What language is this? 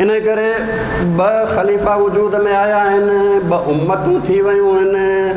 Sindhi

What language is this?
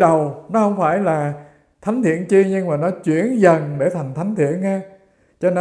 Vietnamese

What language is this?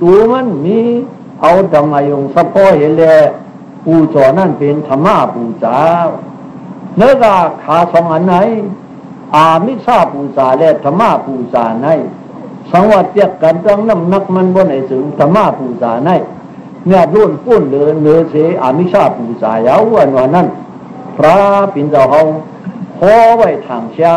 Shan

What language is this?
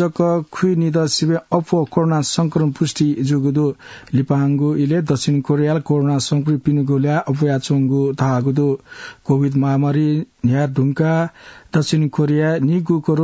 Newari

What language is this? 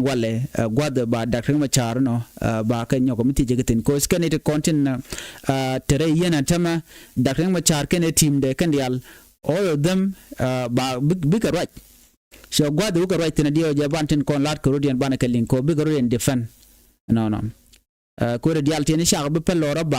Nuer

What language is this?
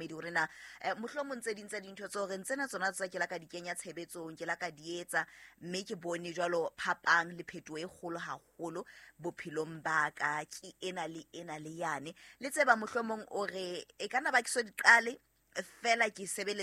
Southern Sotho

